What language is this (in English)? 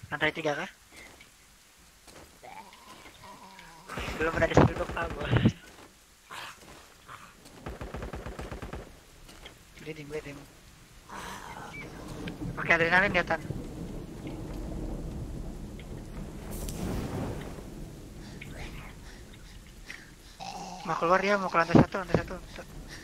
Indonesian